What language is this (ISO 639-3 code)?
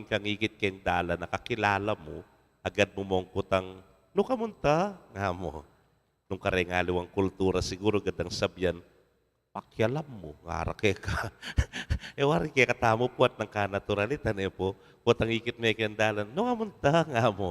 pam